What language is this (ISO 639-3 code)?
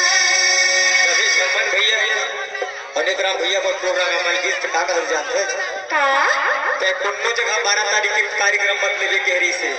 hne